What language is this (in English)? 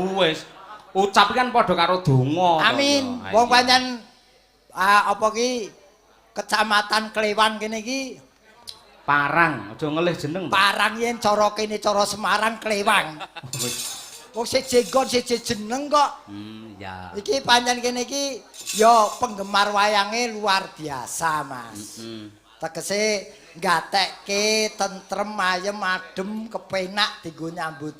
Javanese